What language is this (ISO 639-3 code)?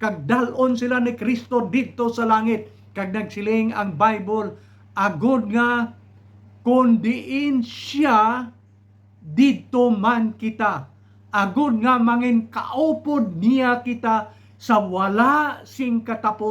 hil